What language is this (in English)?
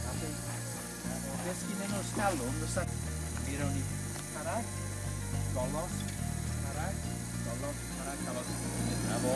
Welsh